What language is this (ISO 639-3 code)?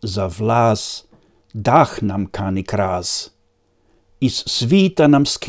hrv